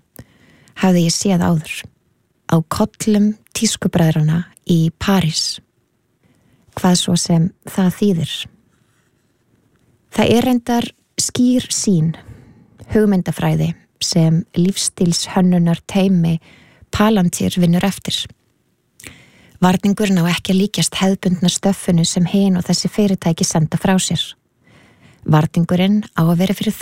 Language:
Icelandic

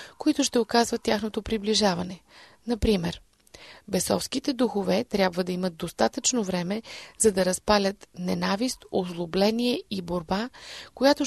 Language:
Bulgarian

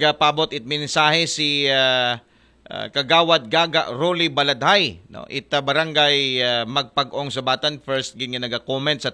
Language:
Aklanon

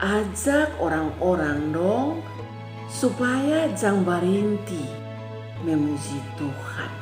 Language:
Kupang Malay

